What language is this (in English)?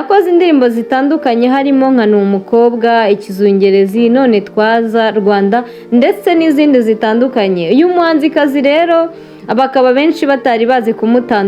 Kinyarwanda